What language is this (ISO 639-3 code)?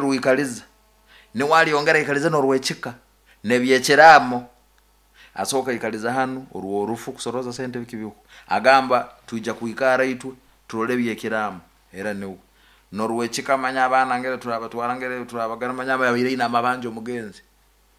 nyn